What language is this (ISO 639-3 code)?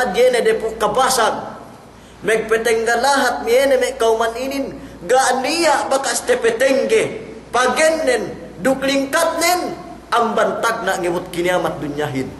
yka